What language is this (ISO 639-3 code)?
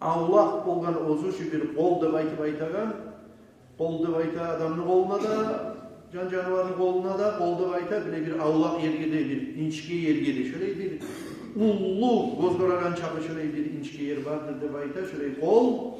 kum